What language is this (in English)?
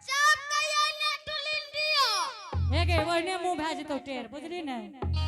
Angika